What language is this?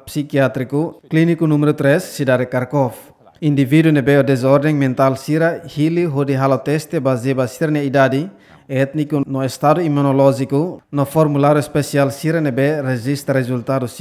Tetum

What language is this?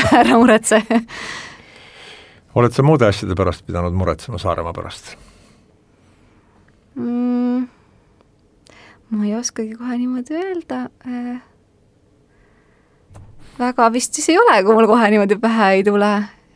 Estonian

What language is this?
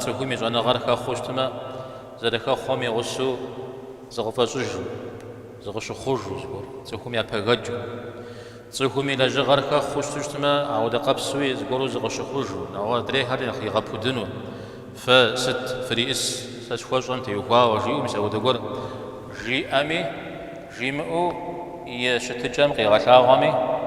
Kabardian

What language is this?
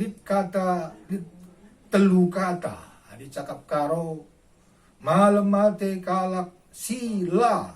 Batak Karo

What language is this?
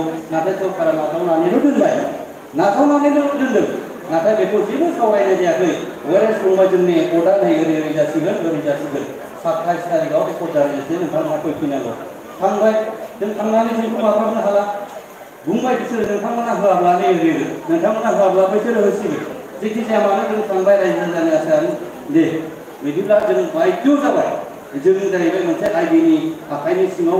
Bodo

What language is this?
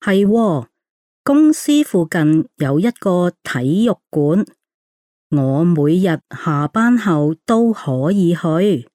Cantonese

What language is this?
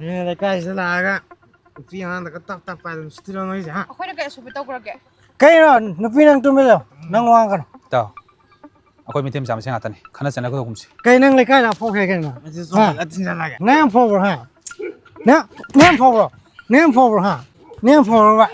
Manipuri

